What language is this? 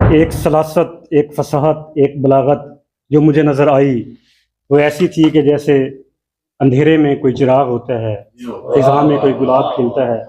Saraiki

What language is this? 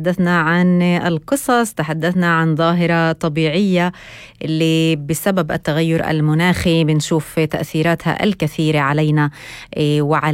North Levantine Arabic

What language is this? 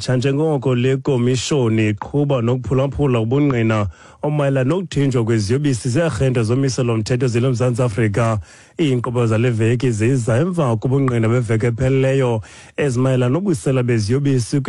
Xhosa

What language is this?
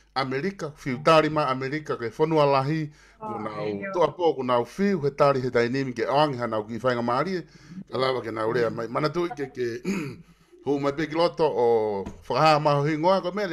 Tongan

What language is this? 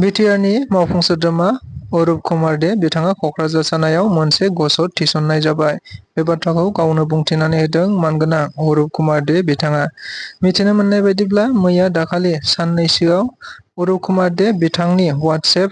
Bodo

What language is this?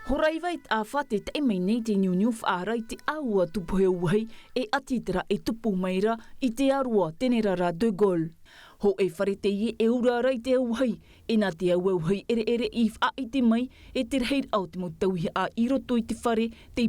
Tahitian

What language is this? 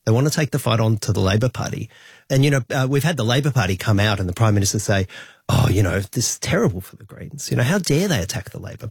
English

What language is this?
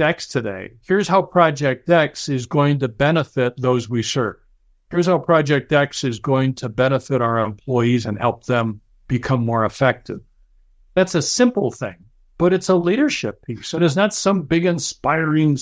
English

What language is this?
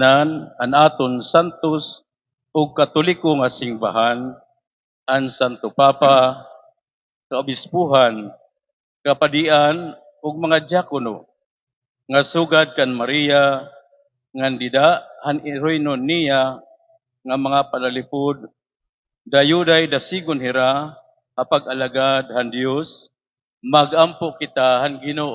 Waray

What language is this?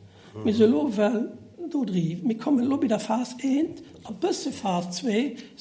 Luxembourgish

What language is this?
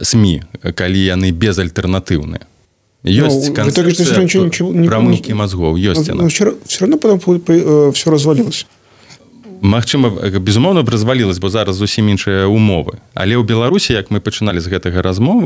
Belarusian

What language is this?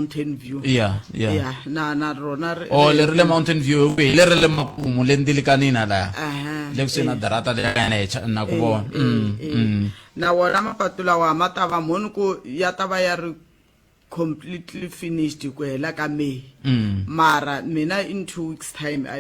Tsonga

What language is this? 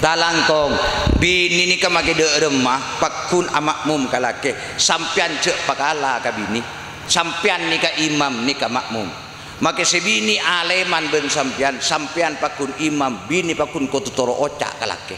Madurese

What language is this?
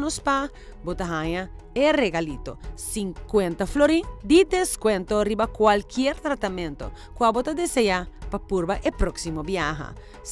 Papiamento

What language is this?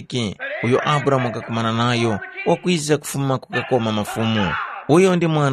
Tumbuka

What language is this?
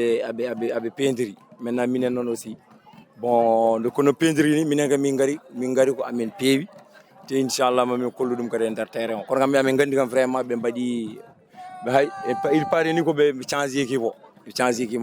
Fula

